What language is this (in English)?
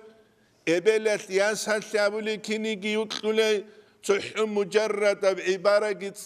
Avaric